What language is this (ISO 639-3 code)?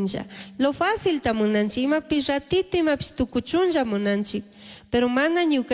qug